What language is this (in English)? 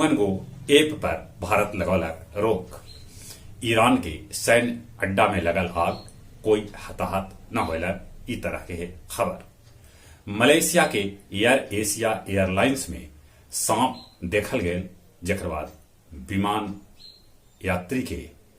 Magahi